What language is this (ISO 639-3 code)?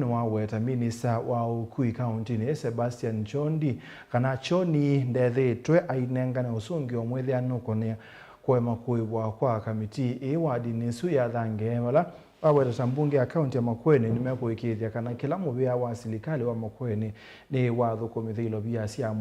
kam